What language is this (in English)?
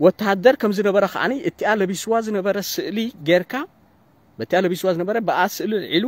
Tigrinya